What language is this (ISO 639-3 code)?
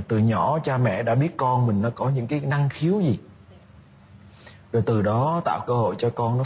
vie